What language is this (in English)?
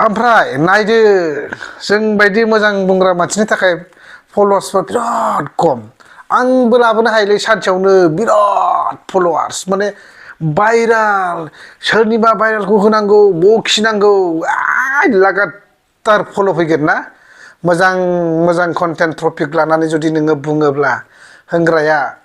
Bodo